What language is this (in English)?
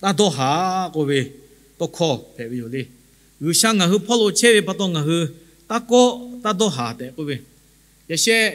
Lahu